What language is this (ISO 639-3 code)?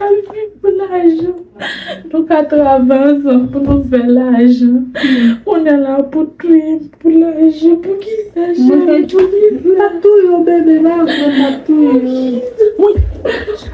hat